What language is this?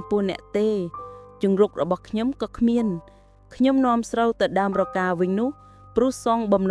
Khmer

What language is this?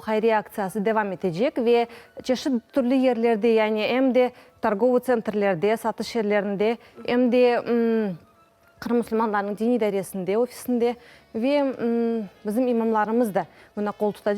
Crimean Tatar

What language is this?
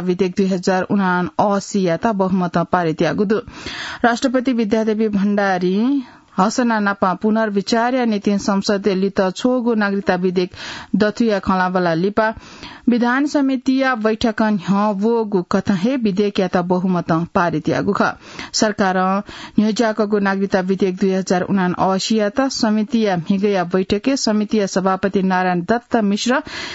Newari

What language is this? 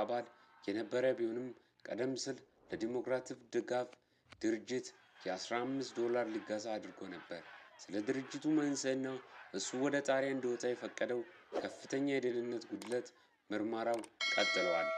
Amharic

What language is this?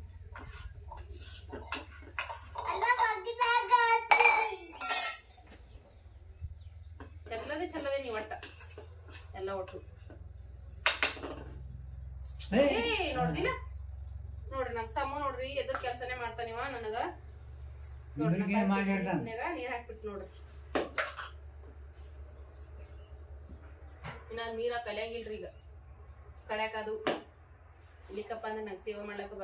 Kannada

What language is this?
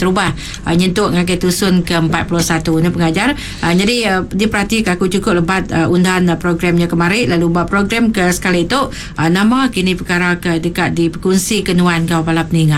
Iban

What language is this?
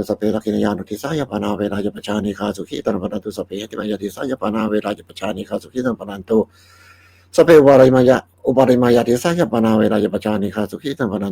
Pali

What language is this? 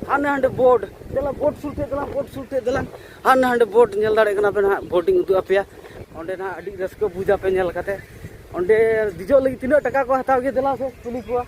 Santali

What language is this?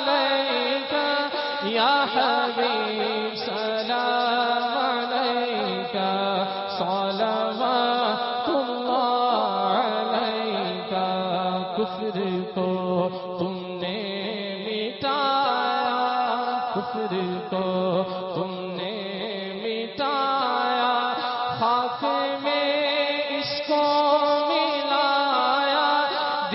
Urdu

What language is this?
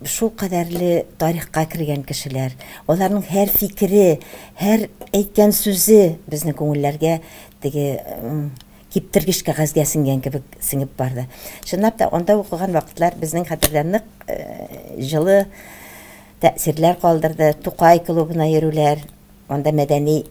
Tatar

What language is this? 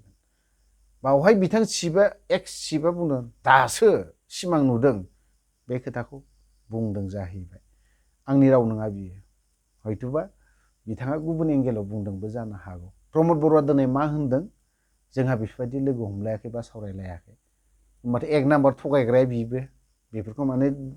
Bodo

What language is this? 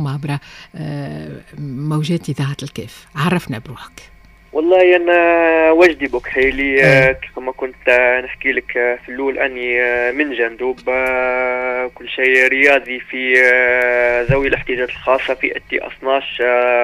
Tunisian Arabic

